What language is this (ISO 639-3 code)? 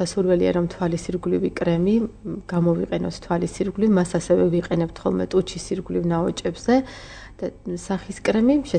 kat